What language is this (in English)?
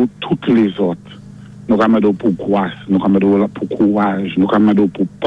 Saint Lucian Creole French